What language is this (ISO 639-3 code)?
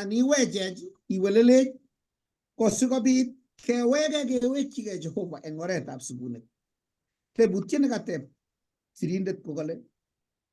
kln